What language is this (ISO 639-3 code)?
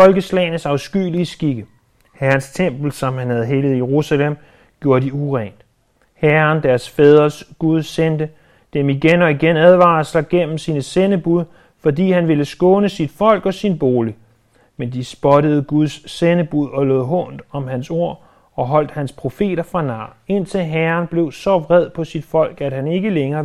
dan